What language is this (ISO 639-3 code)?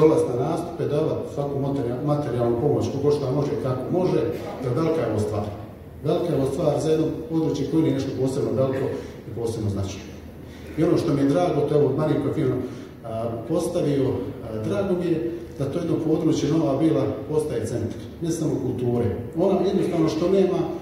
hrv